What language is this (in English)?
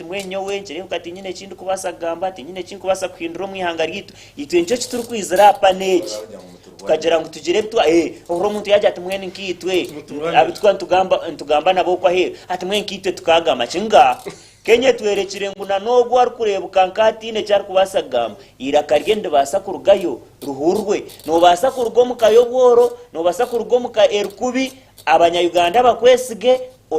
Nyankole